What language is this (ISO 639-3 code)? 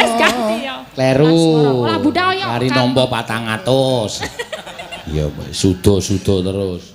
jav